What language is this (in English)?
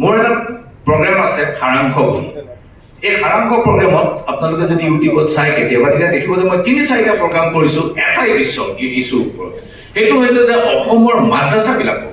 Assamese